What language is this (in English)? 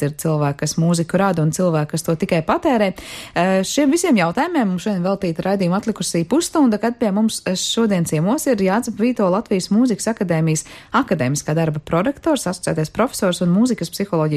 Latvian